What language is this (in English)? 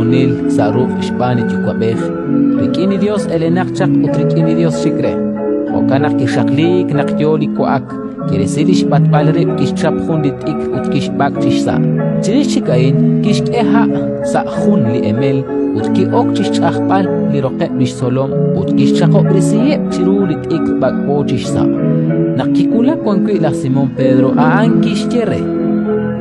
Kekchí